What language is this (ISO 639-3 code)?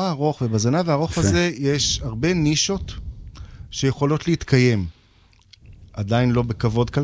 heb